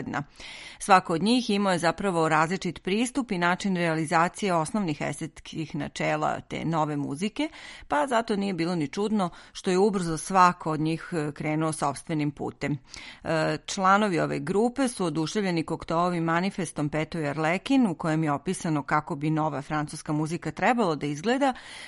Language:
Serbian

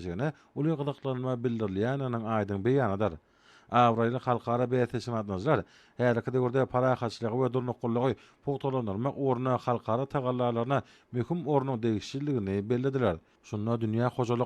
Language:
Turkmen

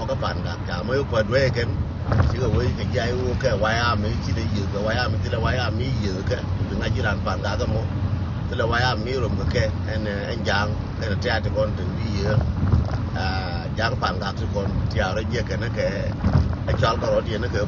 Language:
Nuer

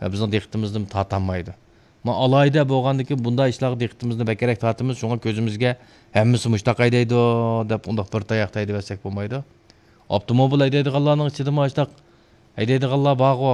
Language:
Uyghur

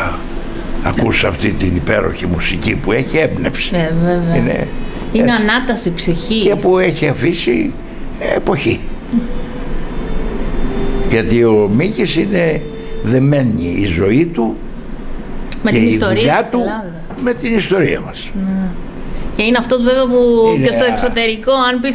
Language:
Greek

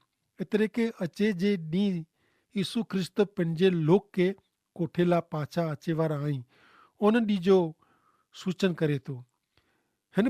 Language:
Kachhi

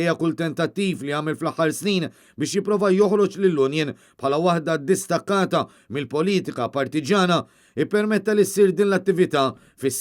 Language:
Maltese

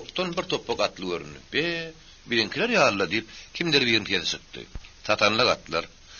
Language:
Turkmen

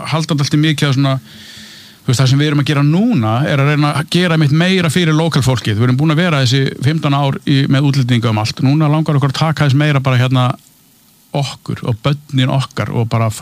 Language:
Icelandic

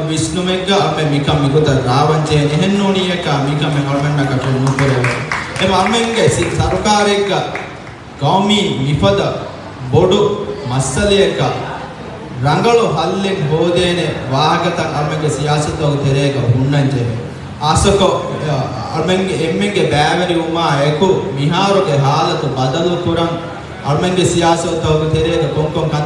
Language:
Divehi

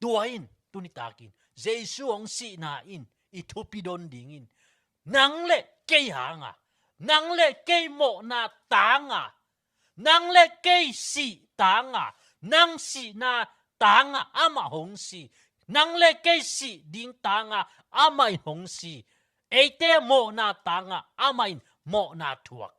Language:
Tedim Chin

